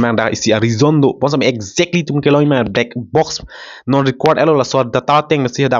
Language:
Karbi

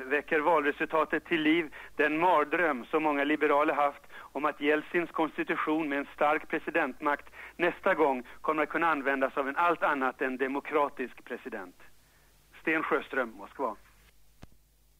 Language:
Swedish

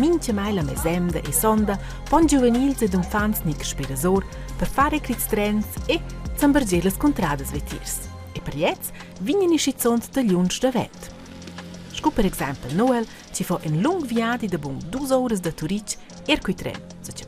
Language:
Romansh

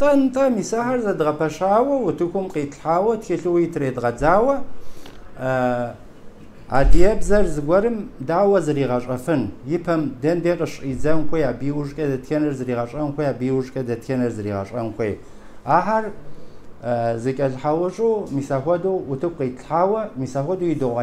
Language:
Kabardian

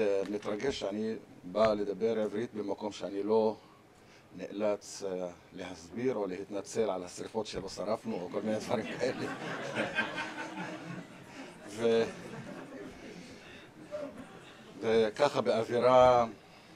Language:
Hebrew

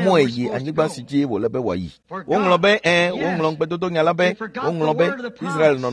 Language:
Ewe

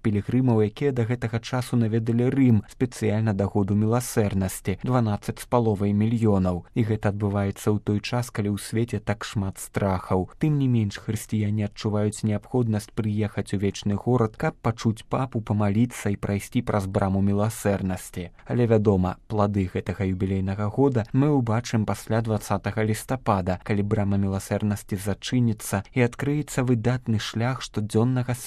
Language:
Belarusian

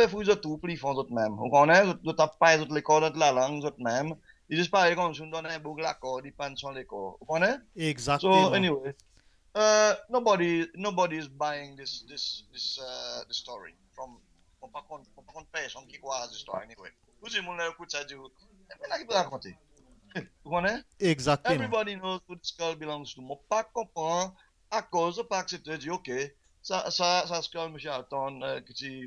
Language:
Seselwa Creole French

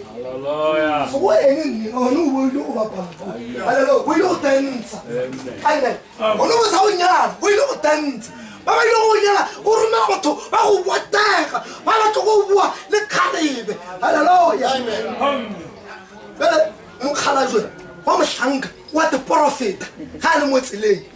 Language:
Northern Sotho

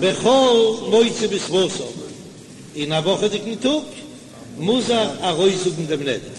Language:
Yiddish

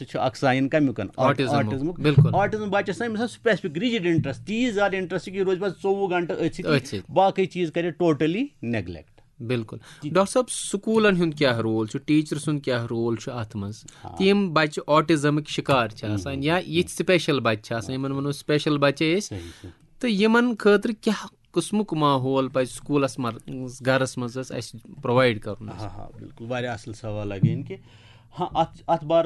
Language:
Kashmiri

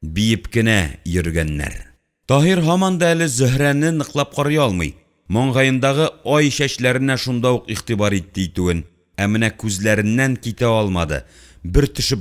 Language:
Tatar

